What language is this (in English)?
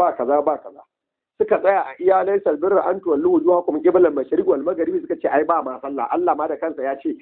Hausa